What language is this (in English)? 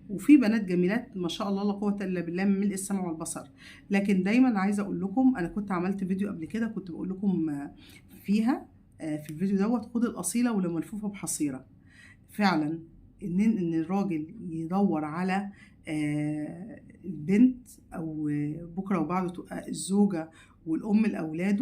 Egyptian Arabic